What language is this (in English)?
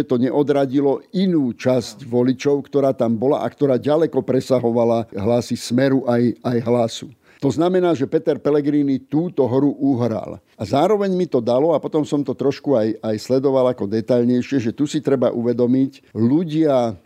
Slovak